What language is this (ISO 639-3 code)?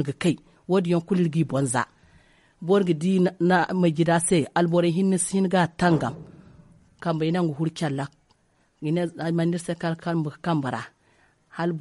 dje